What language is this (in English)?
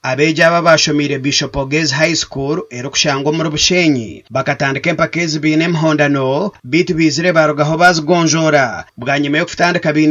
Nyankole